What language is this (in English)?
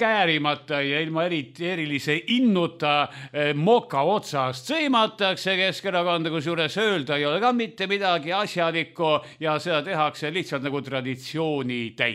Estonian